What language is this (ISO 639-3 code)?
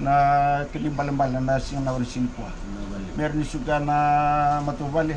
fij